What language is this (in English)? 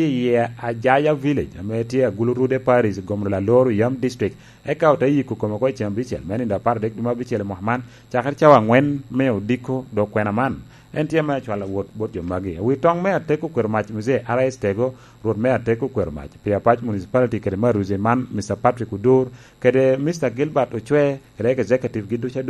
Lango (Uganda)